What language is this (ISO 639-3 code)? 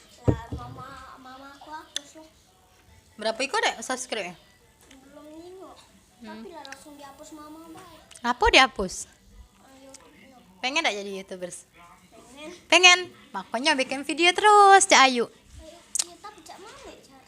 mui